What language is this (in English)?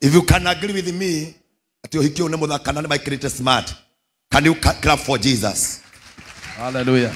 Kikuyu